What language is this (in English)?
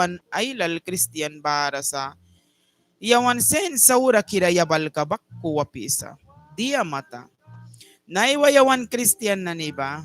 Mískito